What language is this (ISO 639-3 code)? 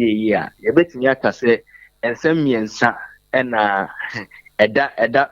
aka